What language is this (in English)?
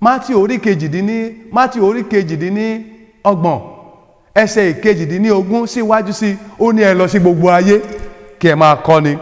Yoruba